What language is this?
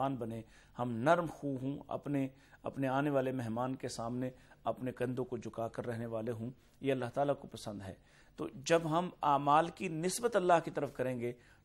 Urdu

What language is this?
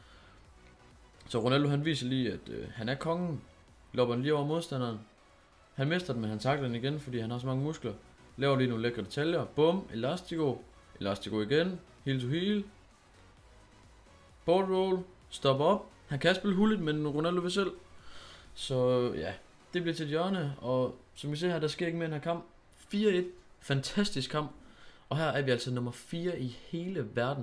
Danish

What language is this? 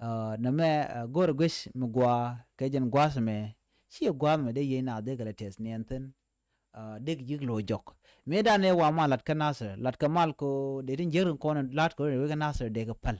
Nuer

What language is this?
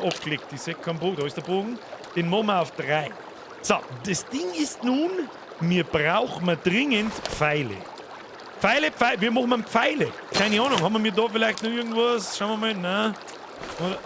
Bavarian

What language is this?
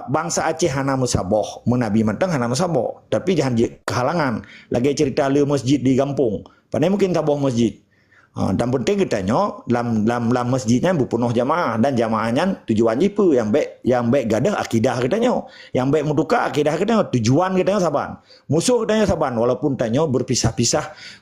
Achinese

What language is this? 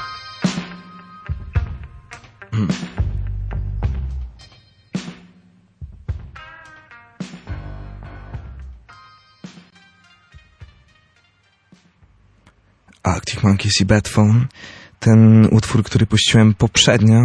Polish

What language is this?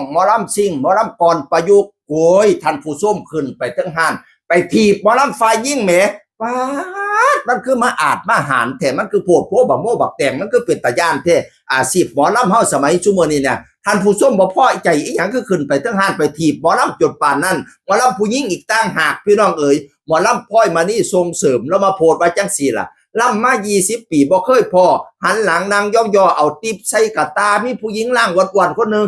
Northeastern Thai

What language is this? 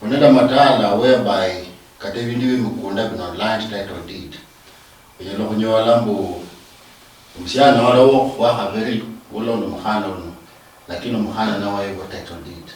Luyia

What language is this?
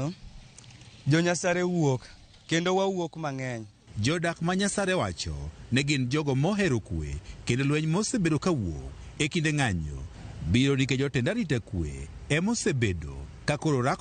Luo (Kenya and Tanzania)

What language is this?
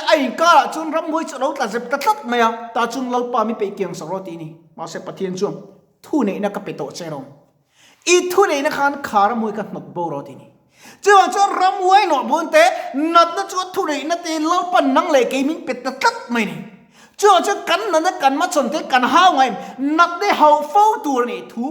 Mizo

